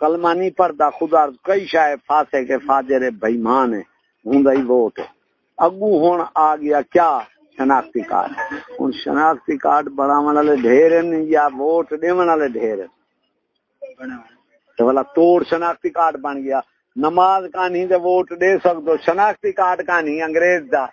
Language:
Saraiki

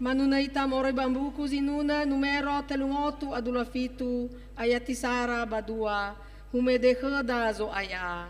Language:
Nias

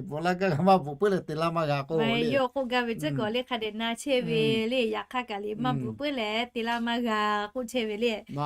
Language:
Lahu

